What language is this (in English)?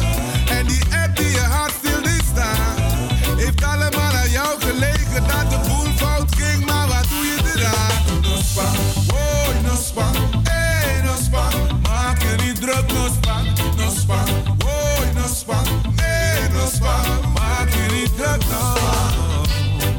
Dutch